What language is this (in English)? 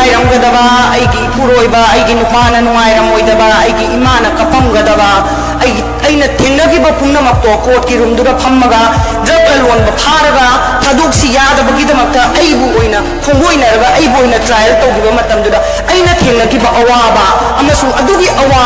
Manipuri